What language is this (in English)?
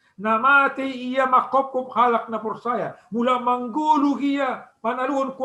Batak Simalungun